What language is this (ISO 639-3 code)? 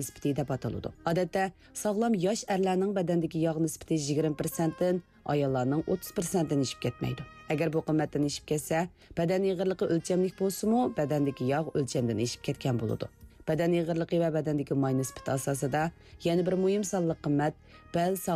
uig